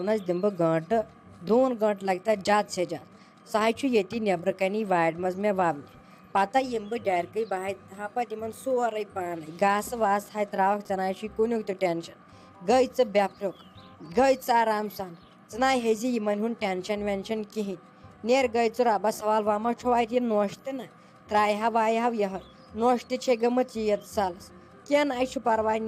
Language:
Kashmiri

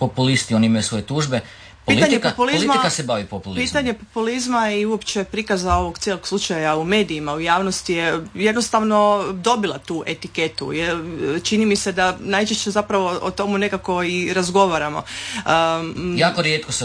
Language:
Croatian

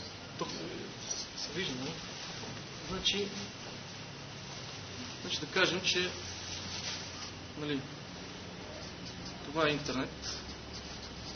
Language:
Bulgarian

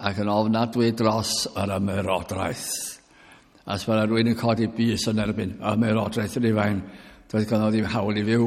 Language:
Welsh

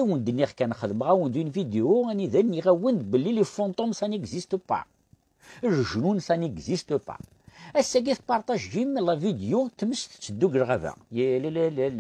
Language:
Kabyle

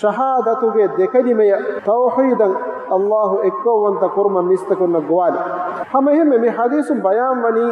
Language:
Divehi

